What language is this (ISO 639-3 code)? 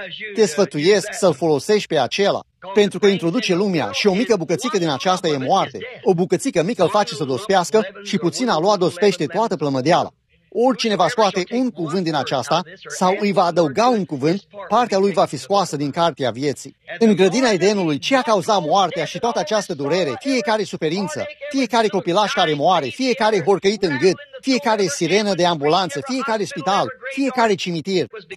ron